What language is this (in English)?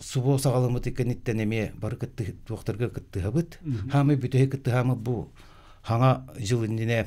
Yakut